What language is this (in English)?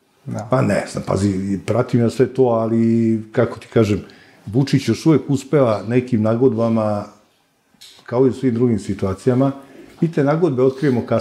Serbian